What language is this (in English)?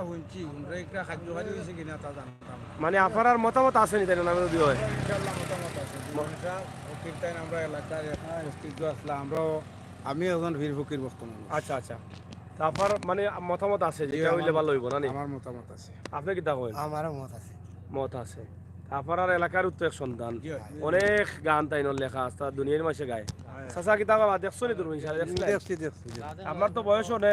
Sylheti